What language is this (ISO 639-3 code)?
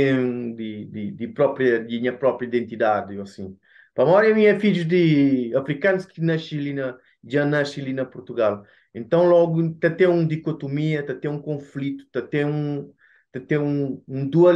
kea